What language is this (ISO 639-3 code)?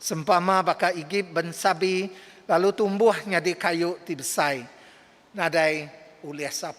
iba